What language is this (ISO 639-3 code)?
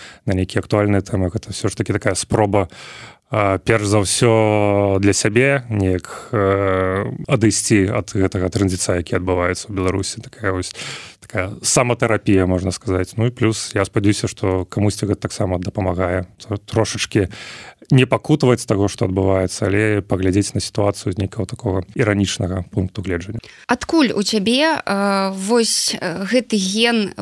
bel